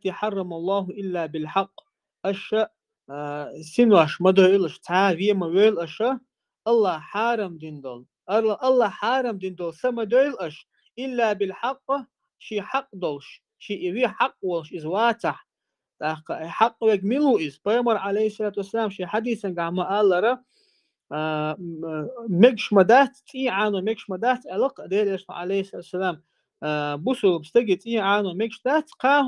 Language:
Chechen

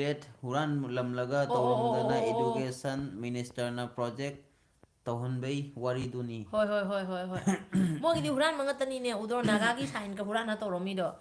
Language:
Manipuri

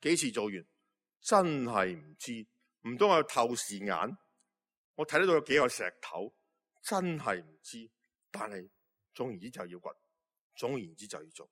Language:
Cantonese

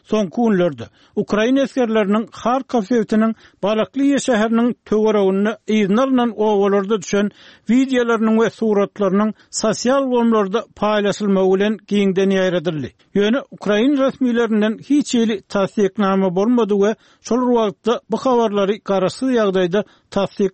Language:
Turkmen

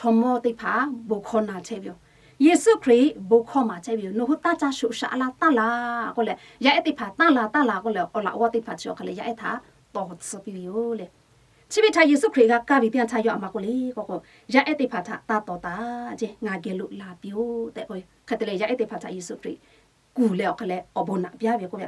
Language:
Lahu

